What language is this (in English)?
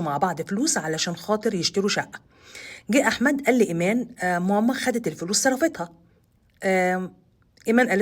Egyptian Arabic